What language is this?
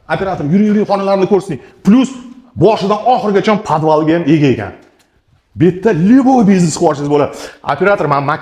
Uzbek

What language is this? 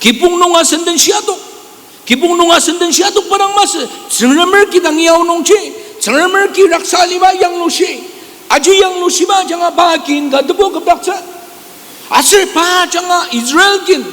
Ao Naga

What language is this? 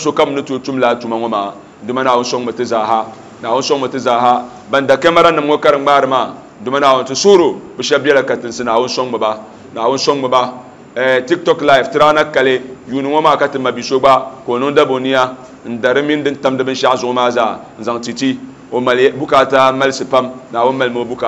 Dagbani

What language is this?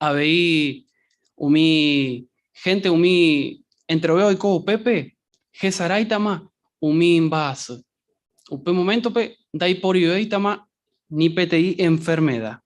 Guarani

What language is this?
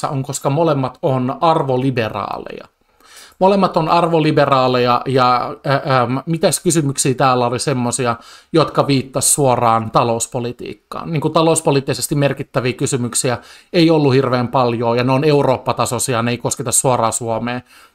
Finnish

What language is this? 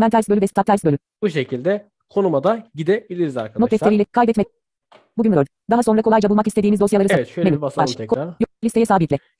Turkish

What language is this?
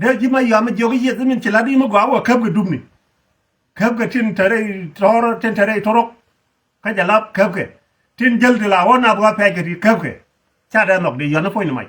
Nuer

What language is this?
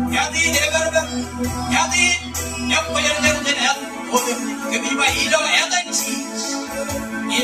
Marshallese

